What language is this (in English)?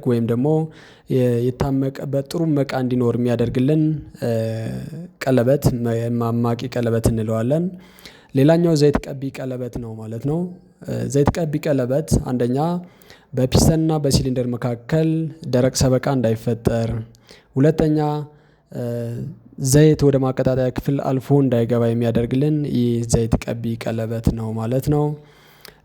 Amharic